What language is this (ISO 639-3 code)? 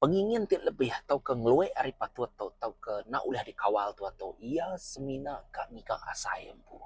iba